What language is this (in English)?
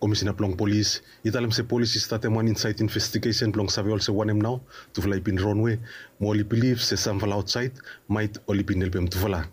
Bislama